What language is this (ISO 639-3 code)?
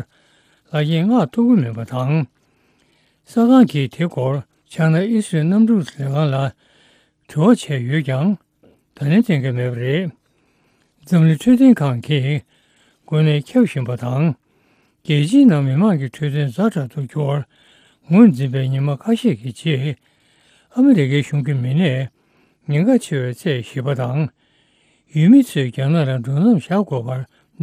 bod